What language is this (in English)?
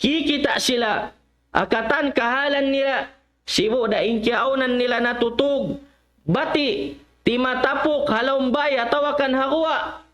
Tausug